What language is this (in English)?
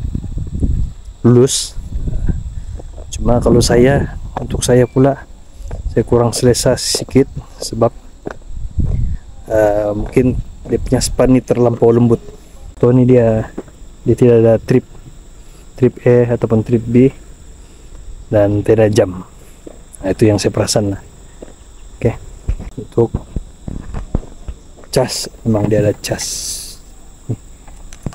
Malay